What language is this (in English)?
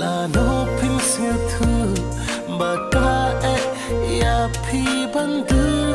Khasi